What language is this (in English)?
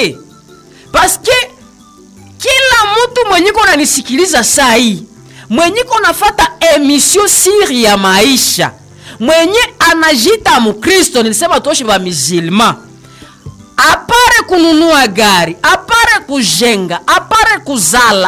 Swahili